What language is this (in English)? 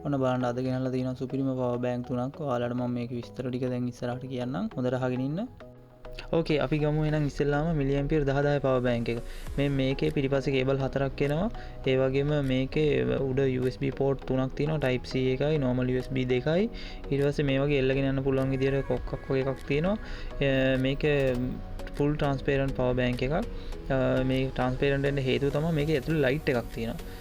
Sinhala